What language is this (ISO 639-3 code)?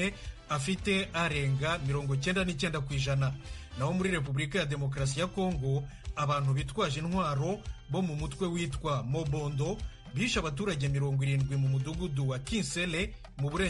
kin